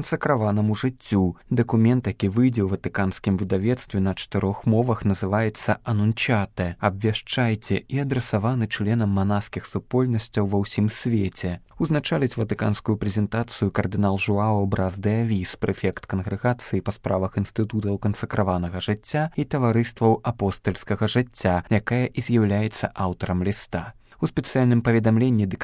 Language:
Belarusian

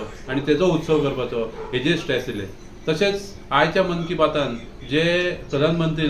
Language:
Konkani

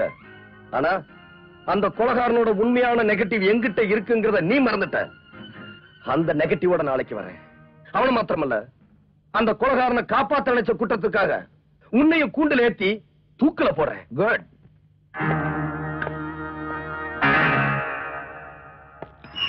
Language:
Tamil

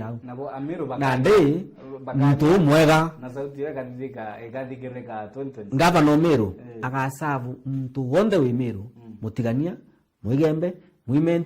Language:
Meru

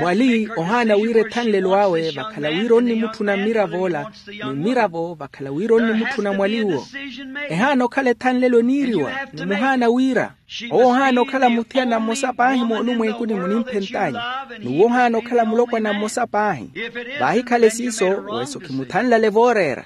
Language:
Makhuwa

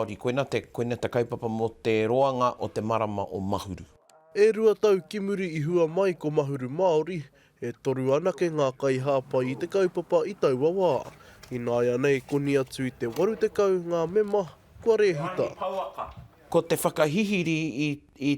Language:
Māori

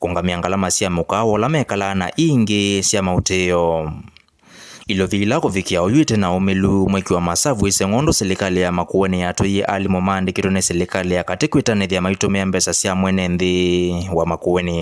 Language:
Kamba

